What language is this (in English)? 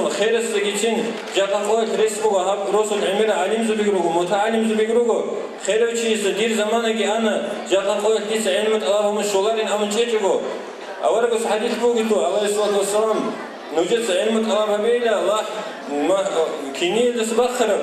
Avaric